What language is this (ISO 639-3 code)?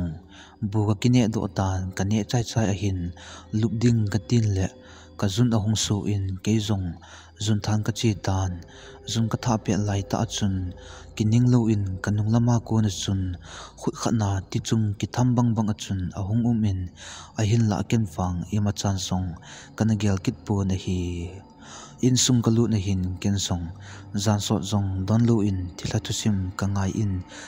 tcz